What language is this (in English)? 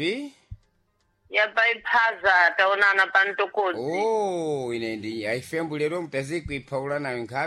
Sena